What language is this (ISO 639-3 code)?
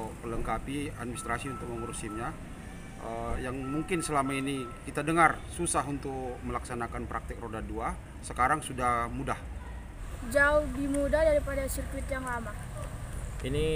ind